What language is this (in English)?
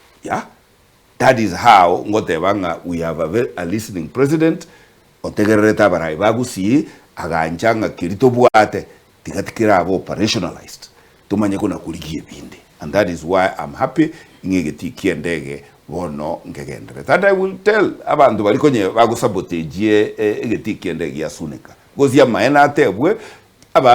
Gusii